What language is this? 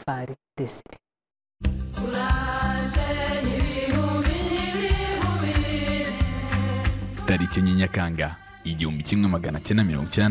Kinyarwanda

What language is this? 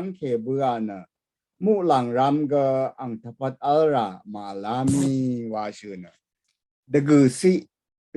Rawang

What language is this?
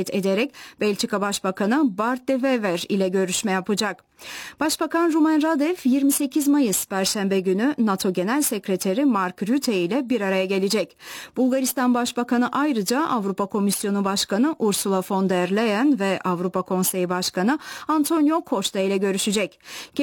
Turkish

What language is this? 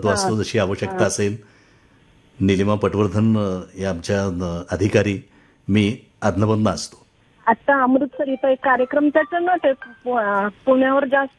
Marathi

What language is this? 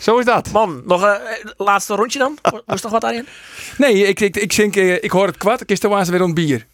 Western Frisian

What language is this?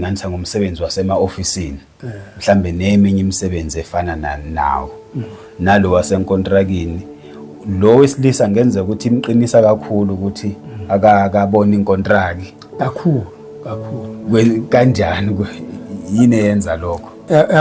Zulu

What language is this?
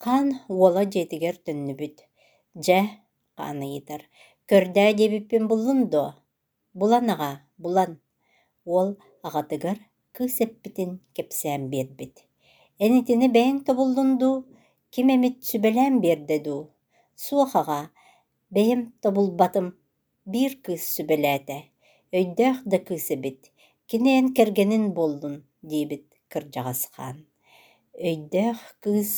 Yakut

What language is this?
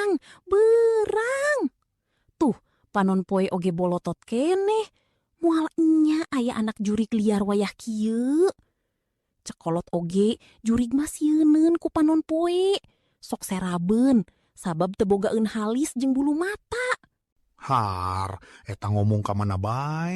Sundanese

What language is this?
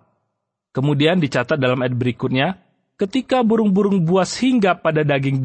Indonesian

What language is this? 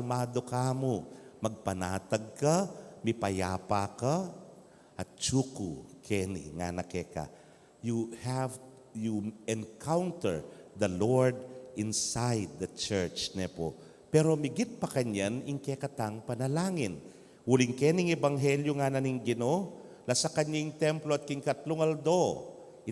Pampanga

